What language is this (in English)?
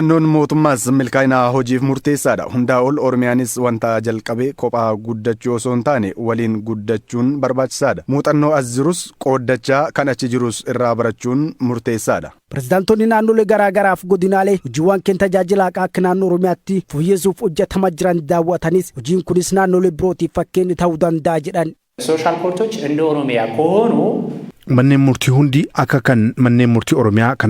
Oromo